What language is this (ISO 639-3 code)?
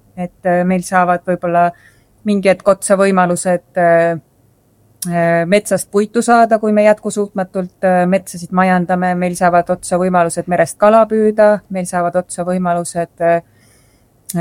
est